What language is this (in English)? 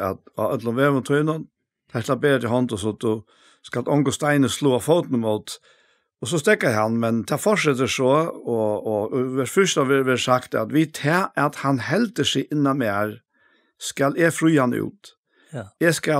Faroese